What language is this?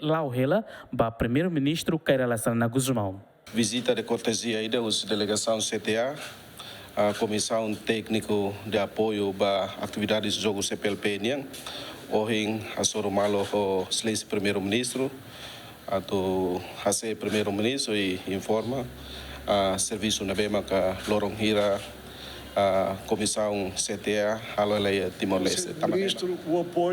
Tetum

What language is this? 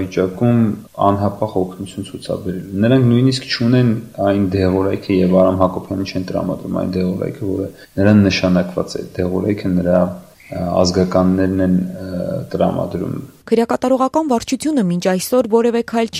Armenian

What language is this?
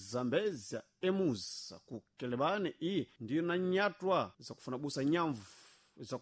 Sena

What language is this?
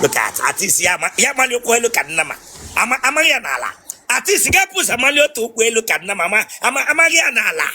Igbo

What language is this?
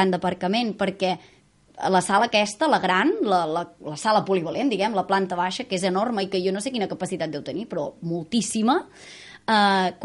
Catalan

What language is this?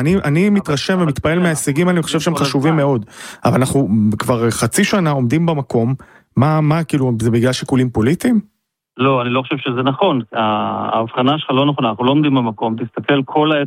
Hebrew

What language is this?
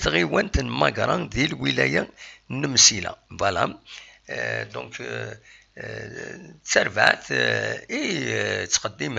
Kabyle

